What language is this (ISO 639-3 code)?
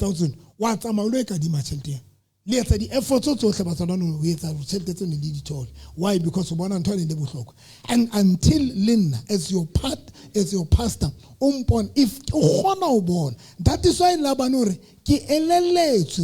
sot